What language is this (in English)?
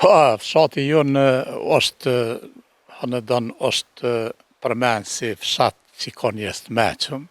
Albanian